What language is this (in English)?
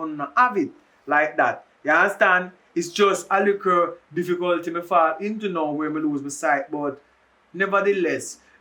Jamaican Creole English